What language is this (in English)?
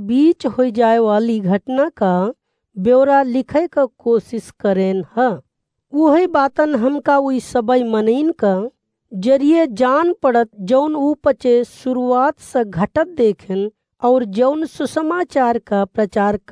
Awadhi